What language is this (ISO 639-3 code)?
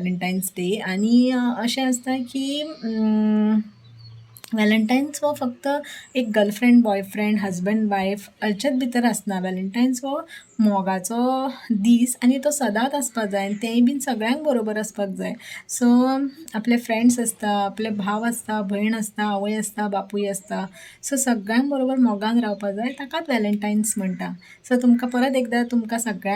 kok